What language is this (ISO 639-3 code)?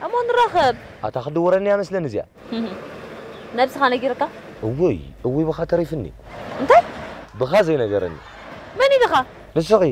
tir